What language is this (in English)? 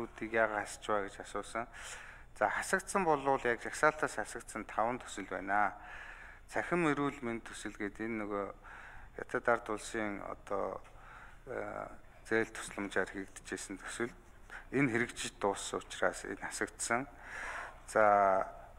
Mongolian